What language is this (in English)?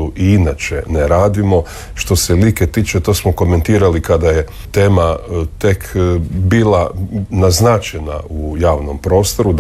Croatian